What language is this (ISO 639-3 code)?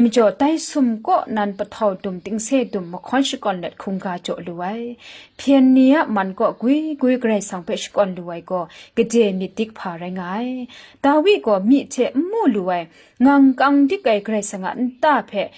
kac